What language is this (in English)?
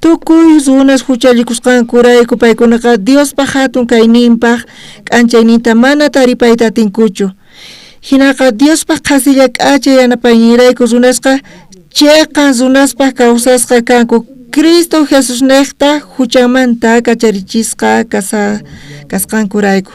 South Bolivian Quechua